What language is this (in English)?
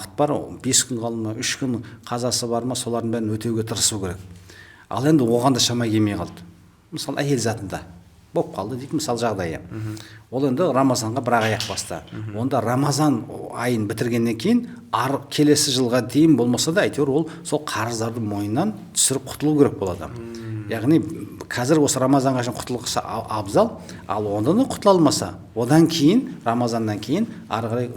Kazakh